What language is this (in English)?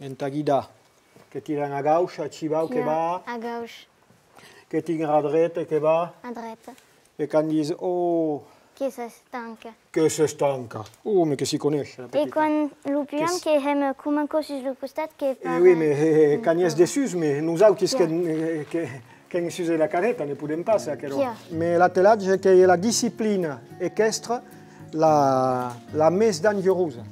Occitan